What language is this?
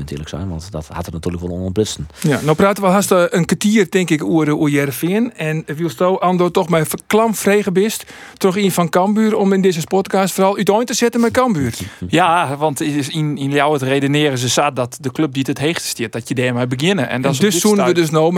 Western Frisian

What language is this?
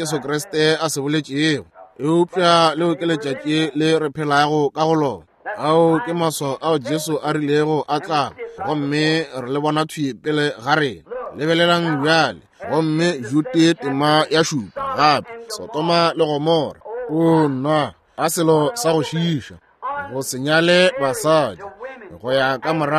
Northern Sotho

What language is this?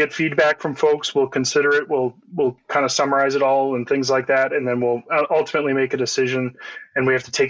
English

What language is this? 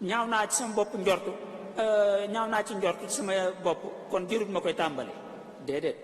Wolof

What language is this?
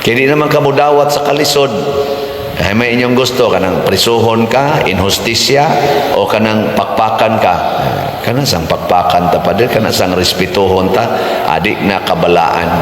Cebuano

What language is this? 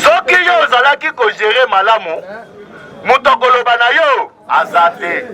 Lingala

